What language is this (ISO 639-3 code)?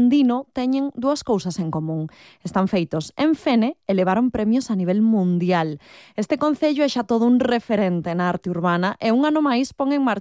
glg